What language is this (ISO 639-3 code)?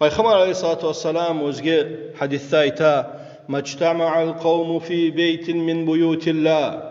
kum